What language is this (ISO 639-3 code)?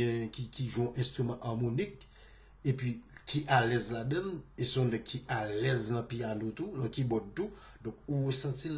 hat